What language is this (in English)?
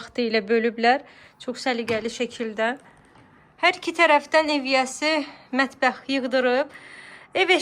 Azerbaijani